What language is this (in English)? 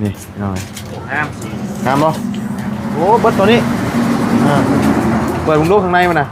Lao